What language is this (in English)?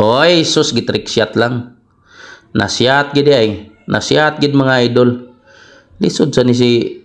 Cebuano